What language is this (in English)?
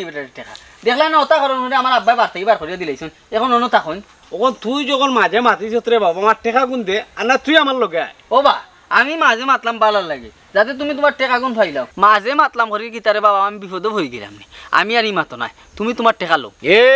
Sylheti